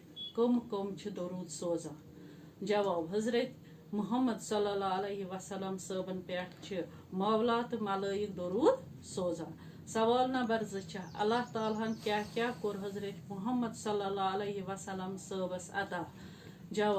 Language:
Kashmiri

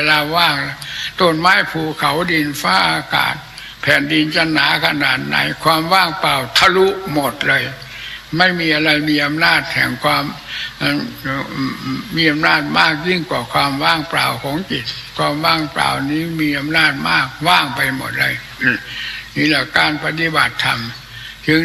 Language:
Thai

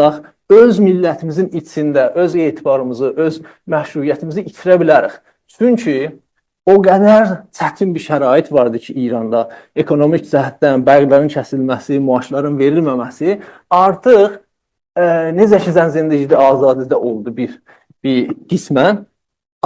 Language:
South Azerbaijani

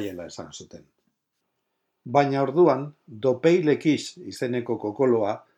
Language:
Basque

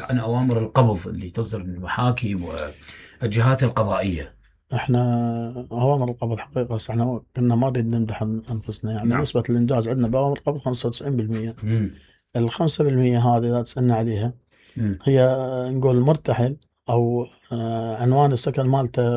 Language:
Mesopotamian Arabic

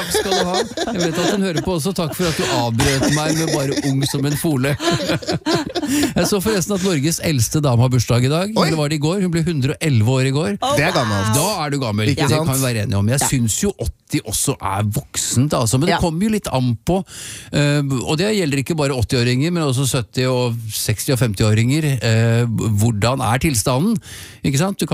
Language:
Norwegian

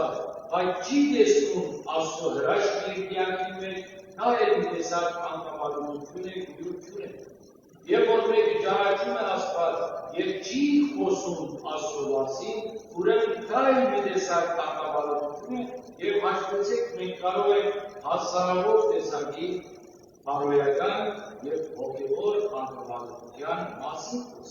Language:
Western Armenian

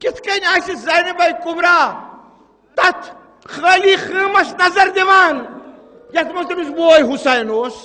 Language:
Kashmiri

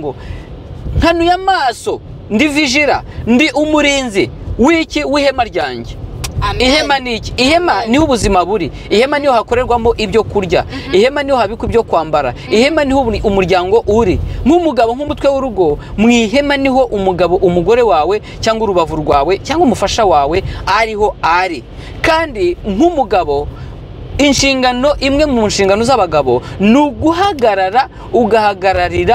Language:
Kinyarwanda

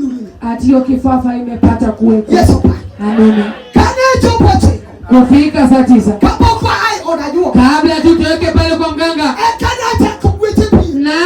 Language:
Luo (Kenya and Tanzania)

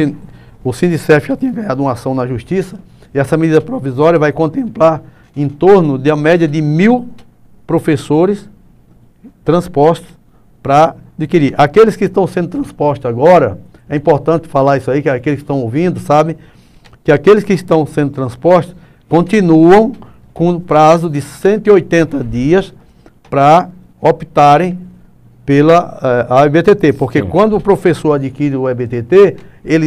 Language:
Portuguese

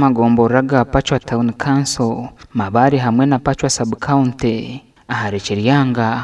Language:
Nyankole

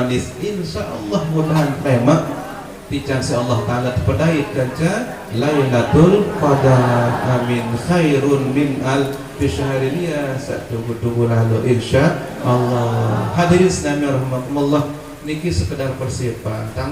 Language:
Sasak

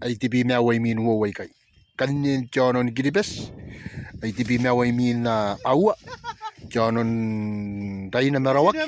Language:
Gilbertese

